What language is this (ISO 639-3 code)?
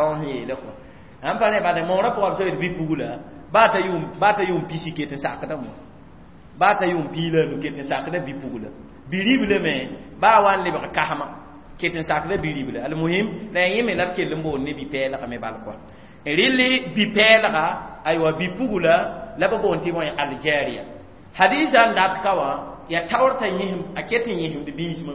mos